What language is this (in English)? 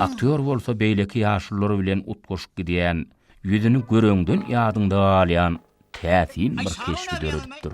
Turkmen